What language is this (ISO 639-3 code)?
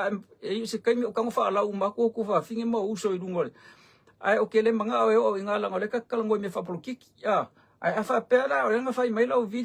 smo